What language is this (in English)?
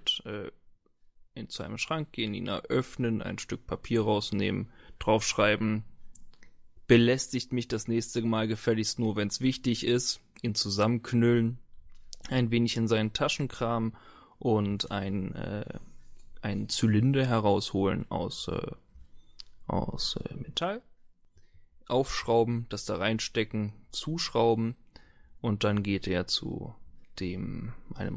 German